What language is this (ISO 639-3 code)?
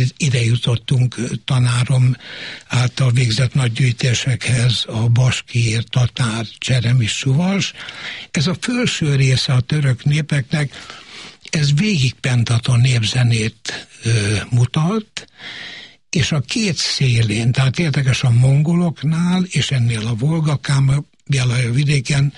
hun